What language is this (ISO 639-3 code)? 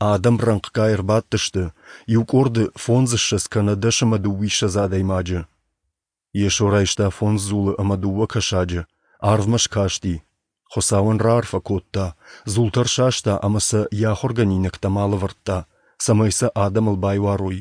oss